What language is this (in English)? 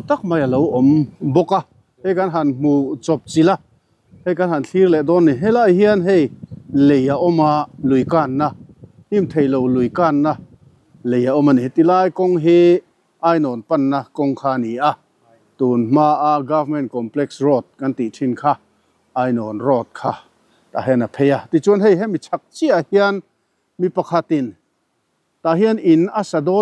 Mizo